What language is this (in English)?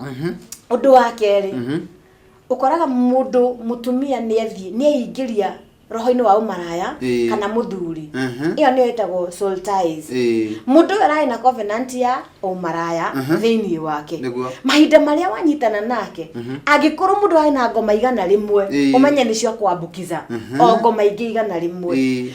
Kikuyu